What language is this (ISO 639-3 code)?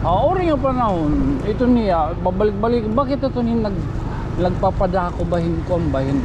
war